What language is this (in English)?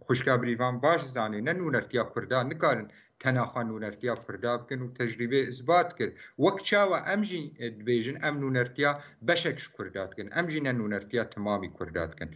Kurdish